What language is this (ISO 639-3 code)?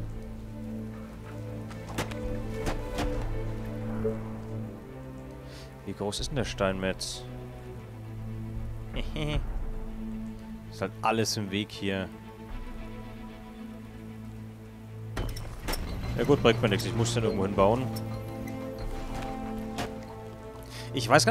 deu